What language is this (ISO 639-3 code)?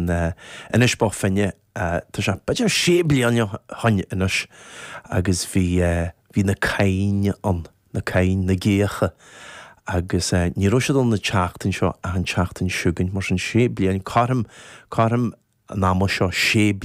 gle